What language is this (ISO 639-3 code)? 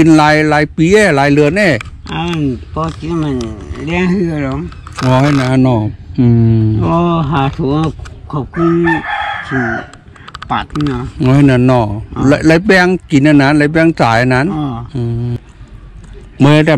shn